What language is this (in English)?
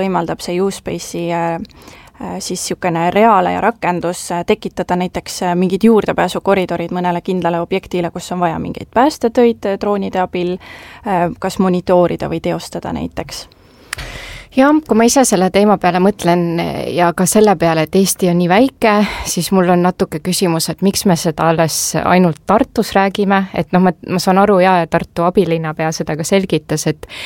Estonian